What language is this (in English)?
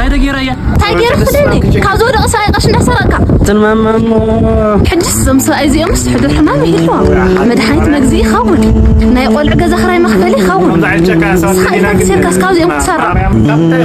Tigrinya